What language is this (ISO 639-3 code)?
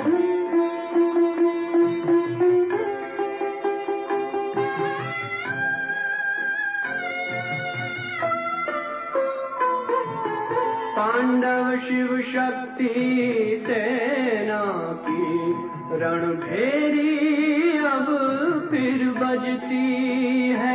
hin